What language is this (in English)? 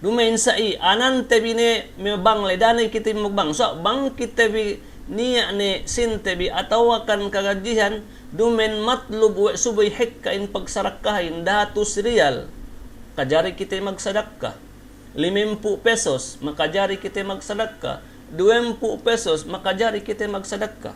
Yakan